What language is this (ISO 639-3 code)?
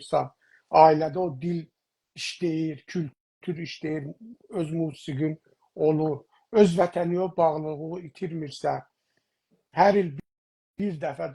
azb